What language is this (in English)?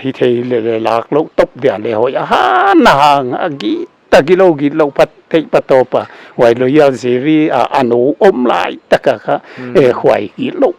Paite Chin